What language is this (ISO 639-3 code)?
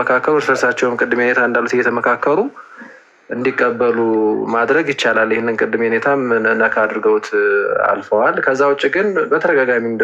amh